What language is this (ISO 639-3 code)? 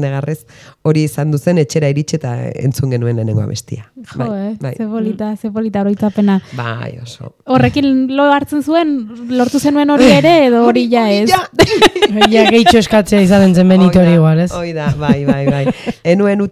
eus